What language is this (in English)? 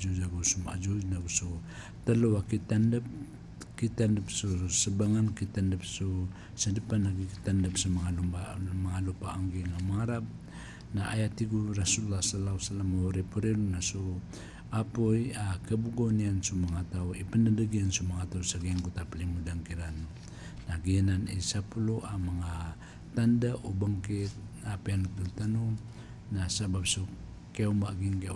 Maranao